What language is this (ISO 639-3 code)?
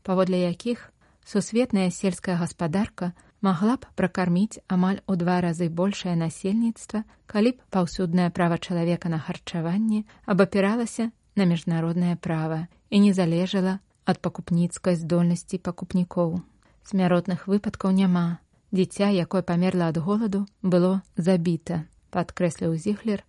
bel